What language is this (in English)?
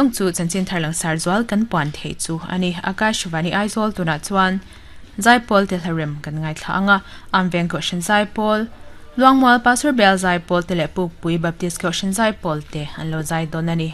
Mizo